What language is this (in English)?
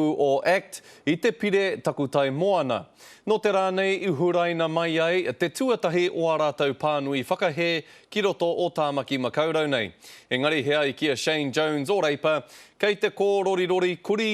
Māori